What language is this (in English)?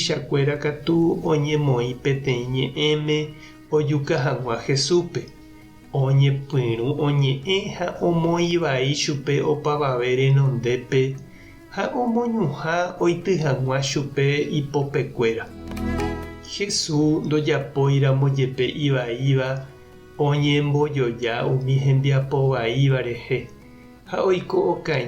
Guarani